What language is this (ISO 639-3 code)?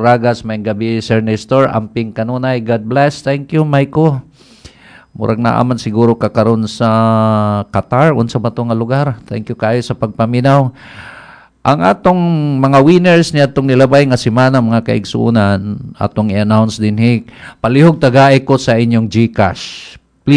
ceb